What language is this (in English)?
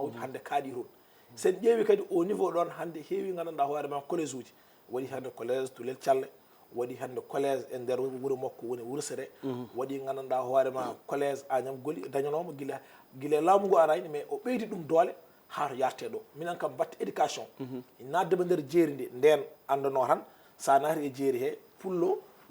Fula